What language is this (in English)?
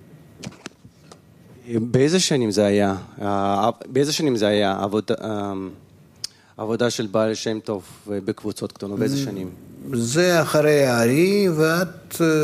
Hebrew